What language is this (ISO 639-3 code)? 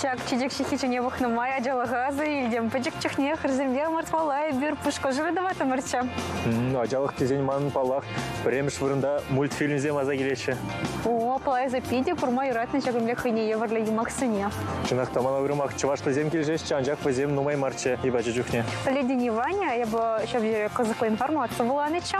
chv